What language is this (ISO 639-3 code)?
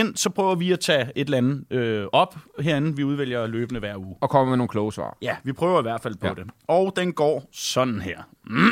dan